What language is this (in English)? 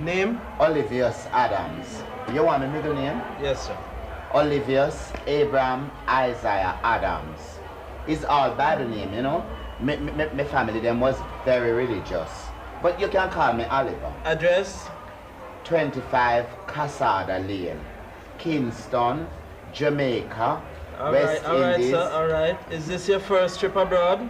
Jamaican Creole English